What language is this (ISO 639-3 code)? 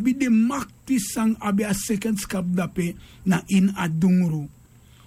srn